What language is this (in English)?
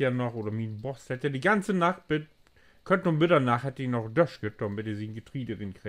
Low German